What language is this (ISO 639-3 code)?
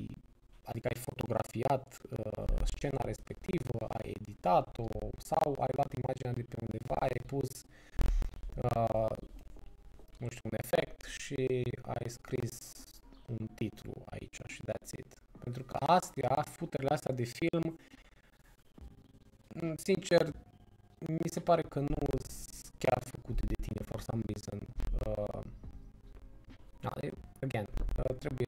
ron